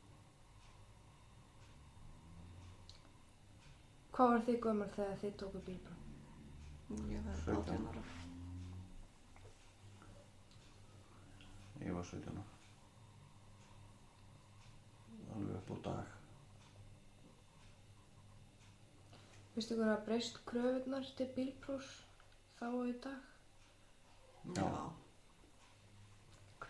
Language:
Icelandic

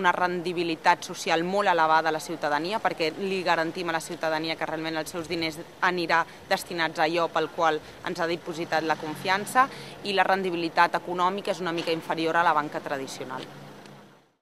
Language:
Catalan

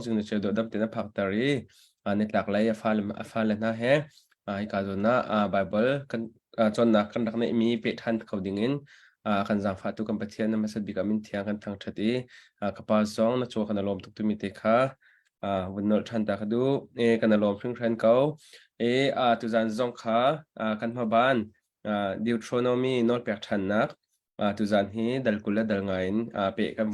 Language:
Hakha Chin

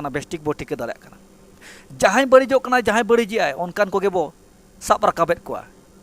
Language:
Santali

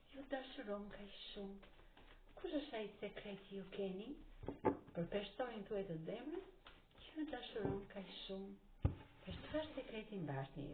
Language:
Albanian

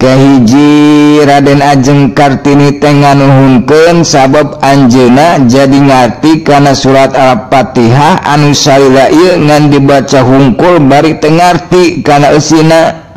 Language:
Sundanese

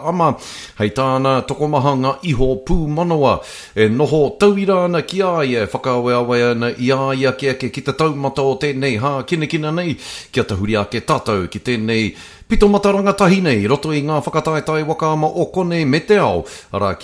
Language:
Māori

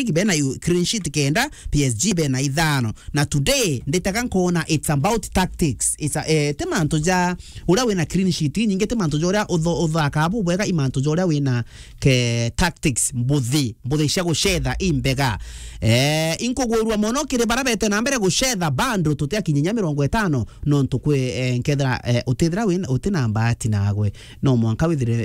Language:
Meru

